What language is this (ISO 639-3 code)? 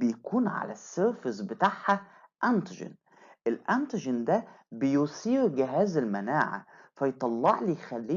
arz